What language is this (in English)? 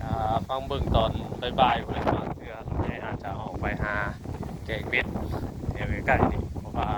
Northeastern Thai